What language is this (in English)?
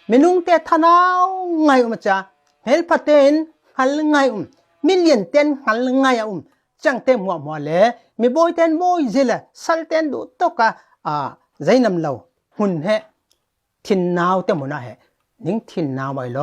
Falam Chin